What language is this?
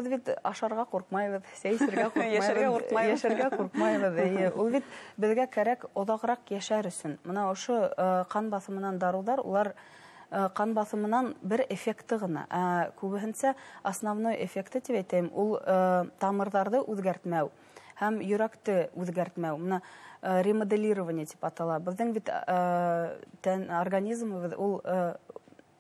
Bashkir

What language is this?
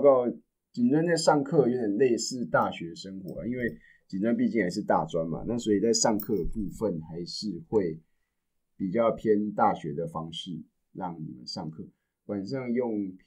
Chinese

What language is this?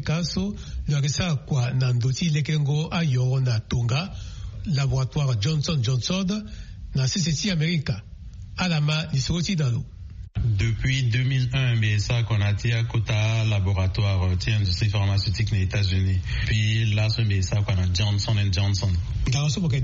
Sango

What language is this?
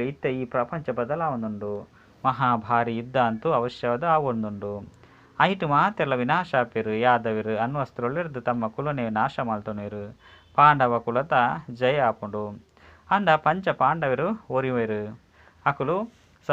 Tulu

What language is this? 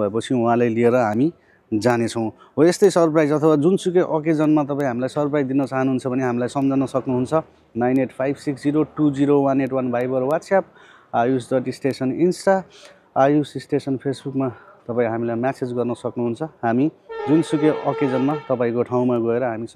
Nepali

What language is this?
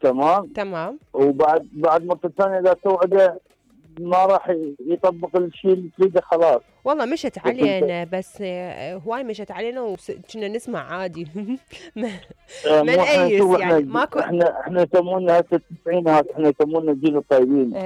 Mesopotamian Arabic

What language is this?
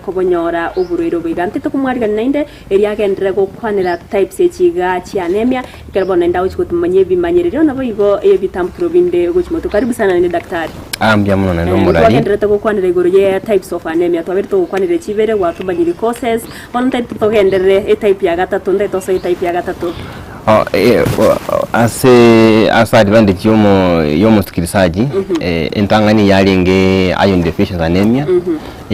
Gusii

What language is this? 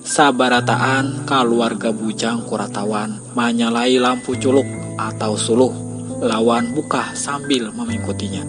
Banjar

